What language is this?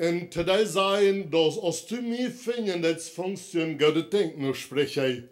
Plautdietsch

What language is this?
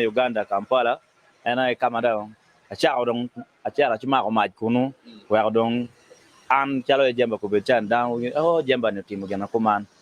Acoli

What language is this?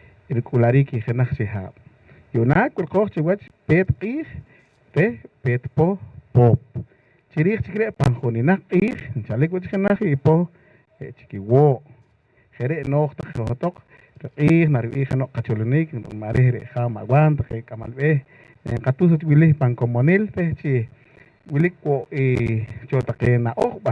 Poqomchi'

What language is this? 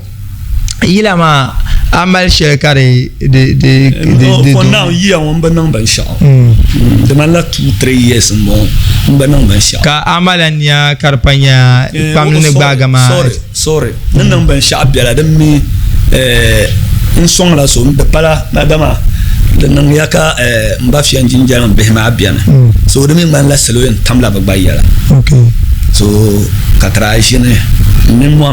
Dagbani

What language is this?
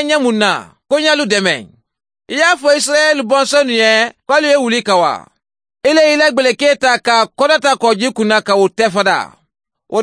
Mandingo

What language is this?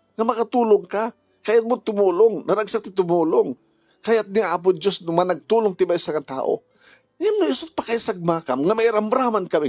Iloko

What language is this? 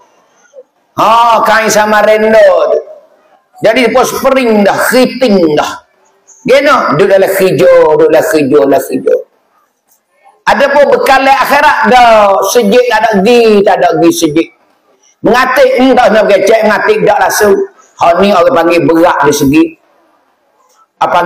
Malay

